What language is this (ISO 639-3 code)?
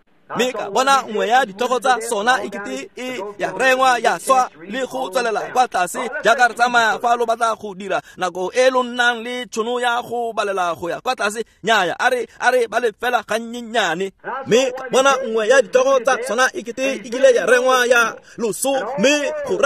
tsn